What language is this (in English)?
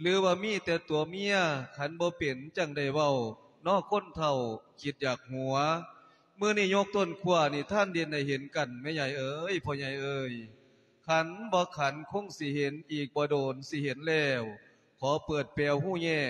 Lao